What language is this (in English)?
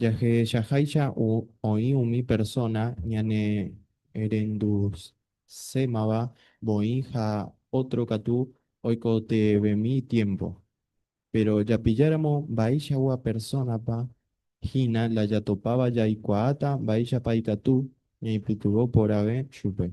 Guarani